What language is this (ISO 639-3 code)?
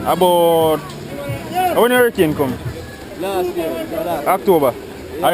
jam